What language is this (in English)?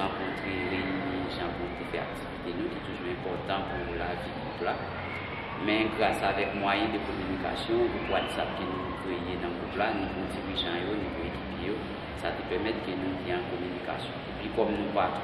Haitian Creole